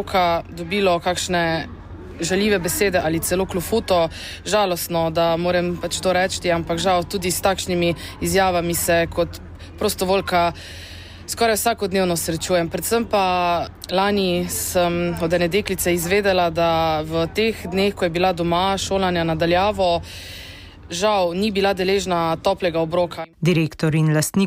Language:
Slovenian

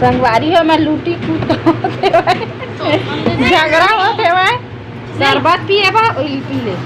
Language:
Chhattisgarhi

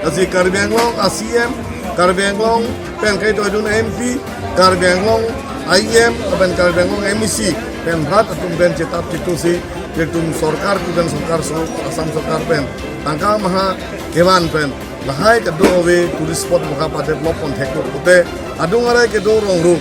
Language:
Karbi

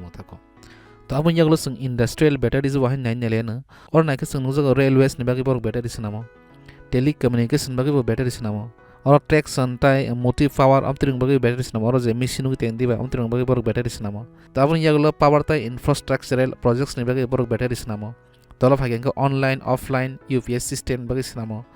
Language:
Kok Borok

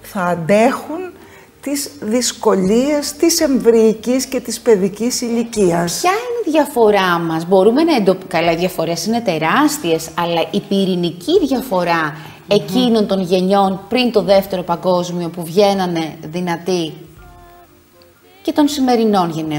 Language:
Greek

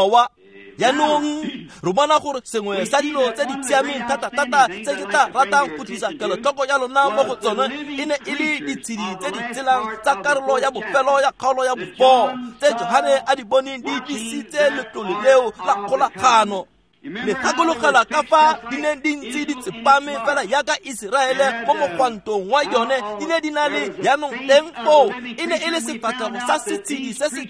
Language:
Tswana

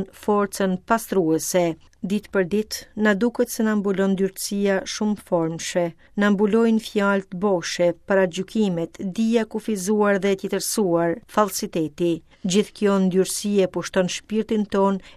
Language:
Albanian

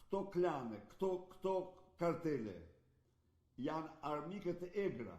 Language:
Albanian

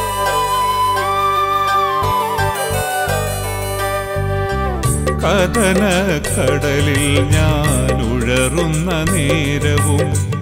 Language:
Malayalam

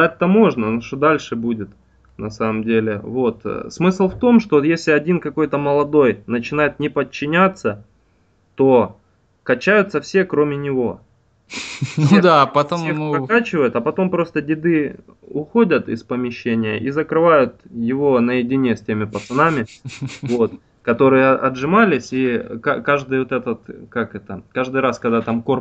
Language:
Russian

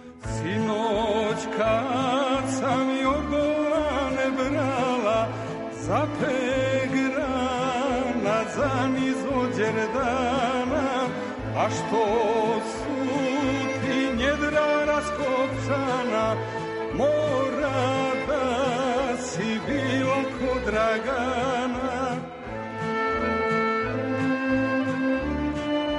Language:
Serbian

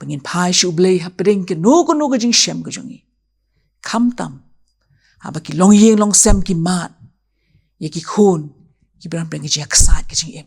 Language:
Khasi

